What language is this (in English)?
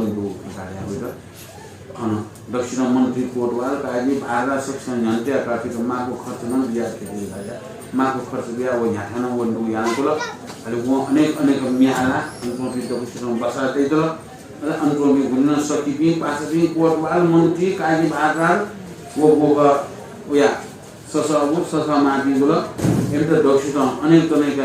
Newari